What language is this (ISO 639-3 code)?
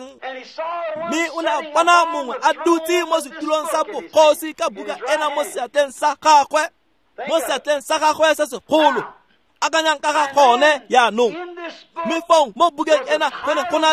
tsn